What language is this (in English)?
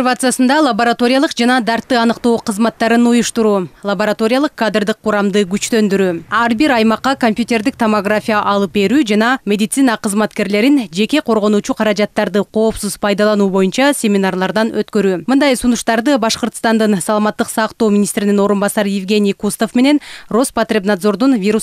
Kyrgyz